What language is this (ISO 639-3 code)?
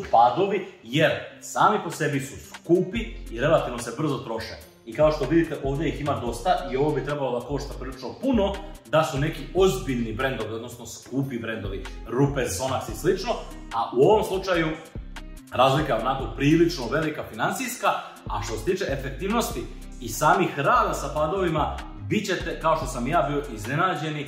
hrv